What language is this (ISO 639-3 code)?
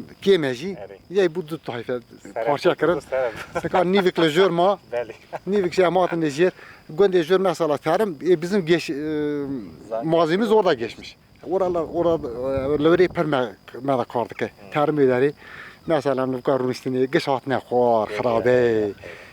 kur